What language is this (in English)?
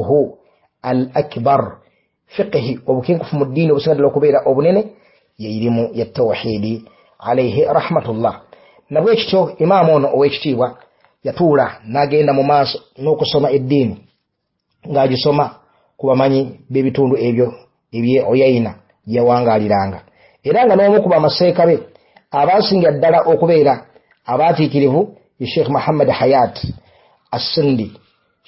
Ganda